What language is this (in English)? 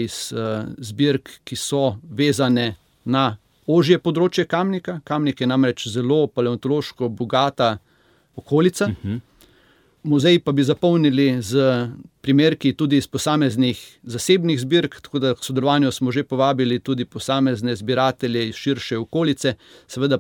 Slovenian